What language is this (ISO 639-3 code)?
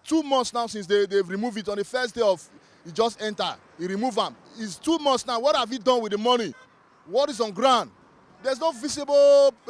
pcm